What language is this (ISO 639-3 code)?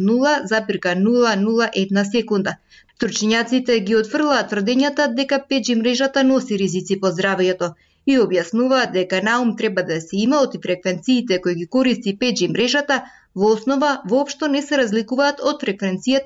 mkd